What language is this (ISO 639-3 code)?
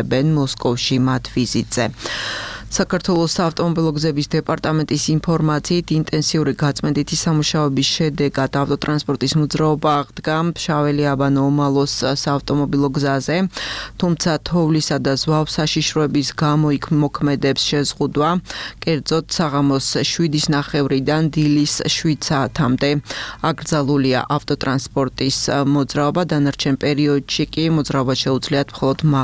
kat